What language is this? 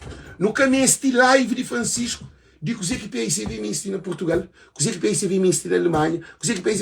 Kabuverdianu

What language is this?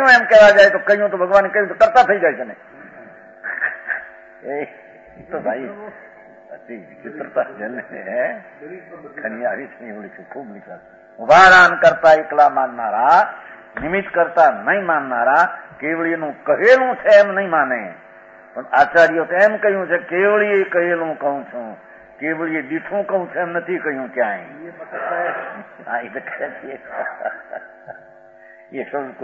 Gujarati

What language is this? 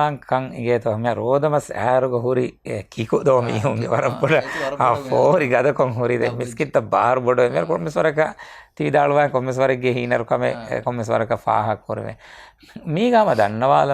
Divehi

